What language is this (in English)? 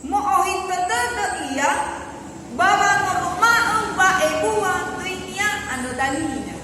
Nias